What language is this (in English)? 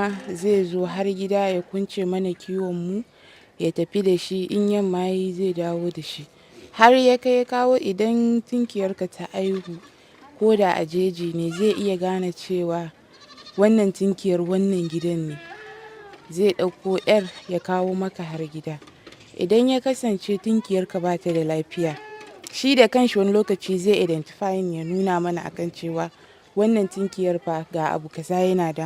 Hausa